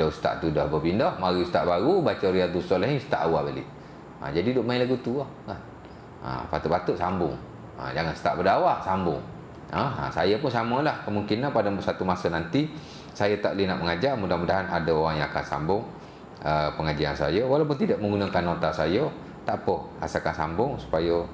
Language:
Malay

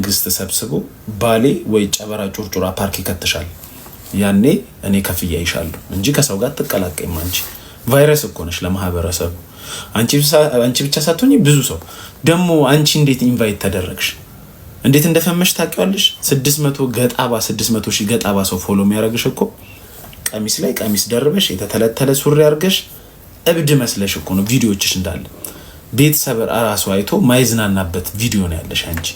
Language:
Amharic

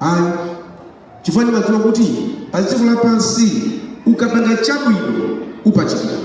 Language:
Nyanja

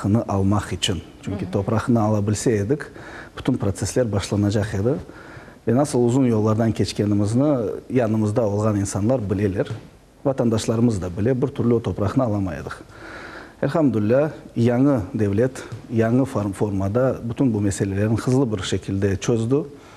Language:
Crimean Tatar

